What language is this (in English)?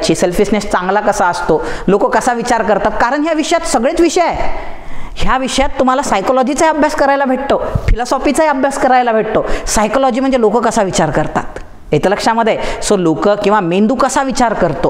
Marathi